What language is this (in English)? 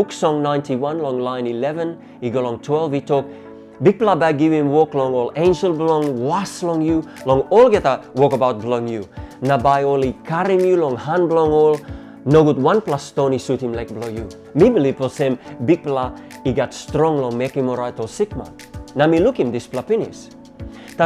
Tok Pisin